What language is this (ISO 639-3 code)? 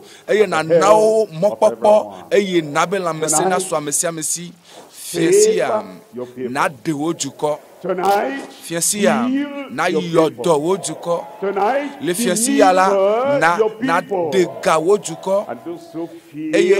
ewe